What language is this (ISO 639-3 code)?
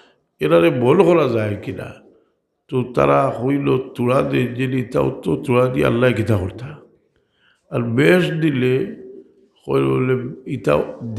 syl